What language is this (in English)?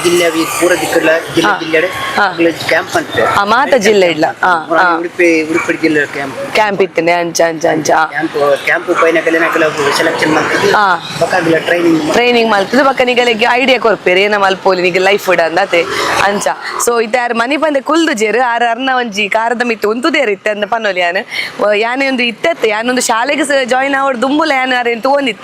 Tulu